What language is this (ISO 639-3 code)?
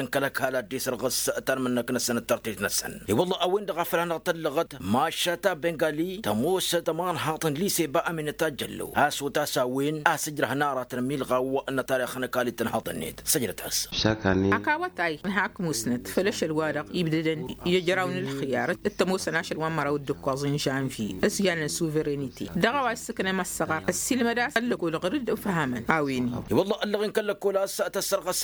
taq